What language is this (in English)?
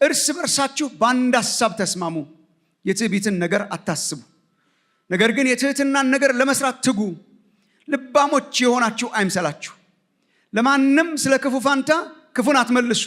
Amharic